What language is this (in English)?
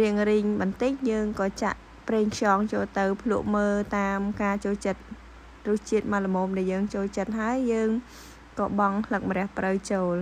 Khmer